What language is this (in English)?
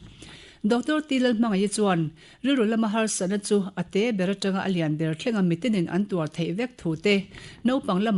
Mizo